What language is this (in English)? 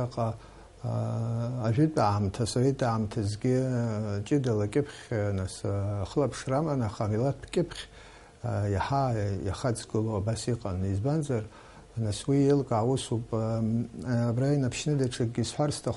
Abkhazian